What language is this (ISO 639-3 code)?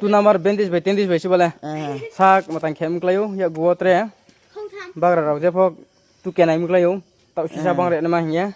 ria